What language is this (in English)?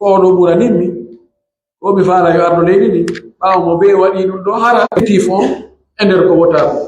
Pular